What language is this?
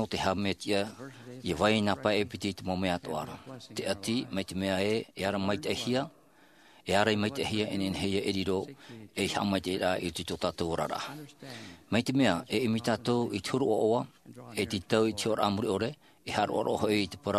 Tahitian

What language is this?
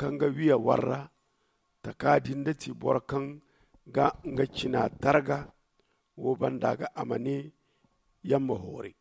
Zarma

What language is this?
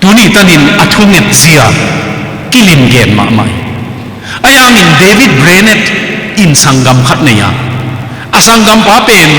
Tedim Chin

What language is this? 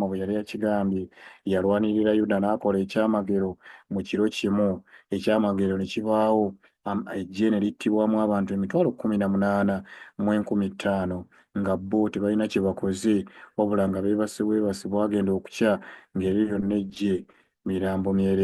Ganda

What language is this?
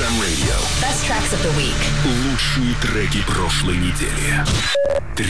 Russian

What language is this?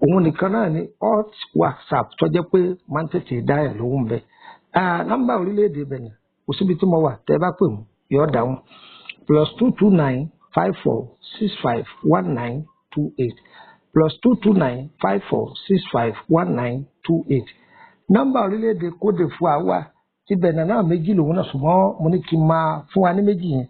Yoruba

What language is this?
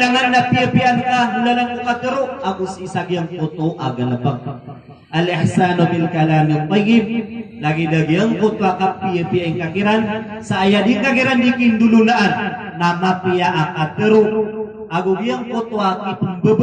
Maranao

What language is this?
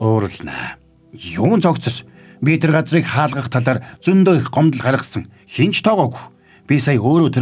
Mongolian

